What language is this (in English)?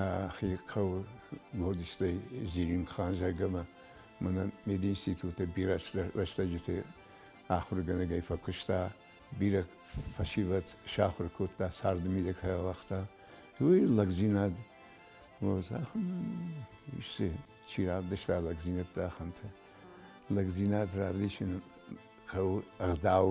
Ossetic